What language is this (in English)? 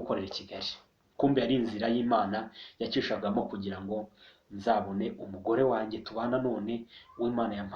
Kinyarwanda